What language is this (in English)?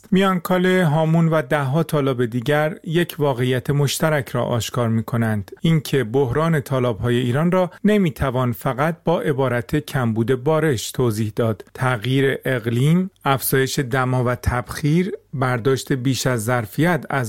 Persian